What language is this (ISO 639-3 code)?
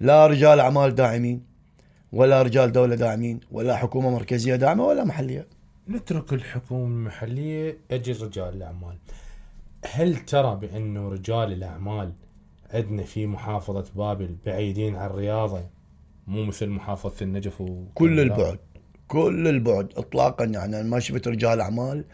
acm